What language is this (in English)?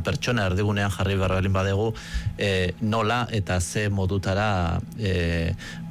Basque